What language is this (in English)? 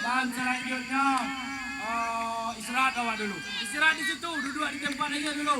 Minangkabau